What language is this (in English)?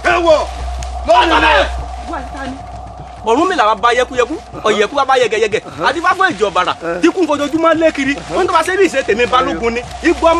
Yoruba